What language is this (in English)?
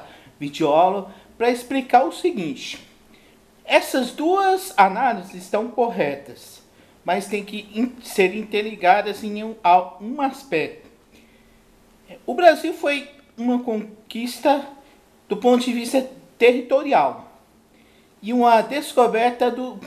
Portuguese